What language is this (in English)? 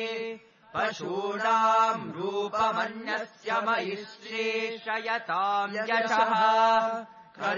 Sanskrit